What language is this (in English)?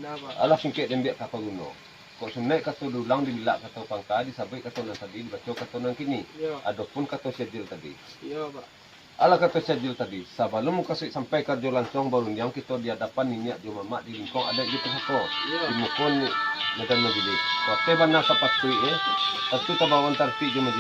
Minangkabau